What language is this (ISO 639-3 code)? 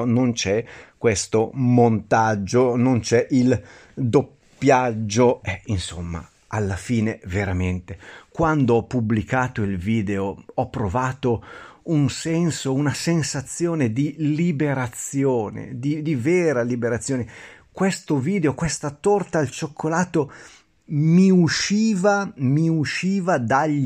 ita